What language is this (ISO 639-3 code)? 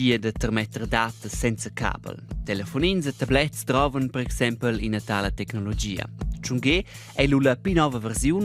roh